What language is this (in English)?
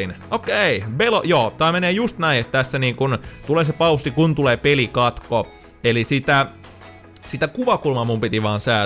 Finnish